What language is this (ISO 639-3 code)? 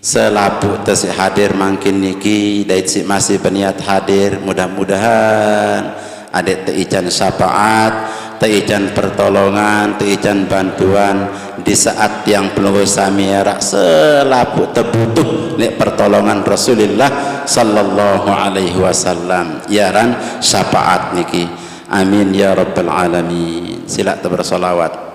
sas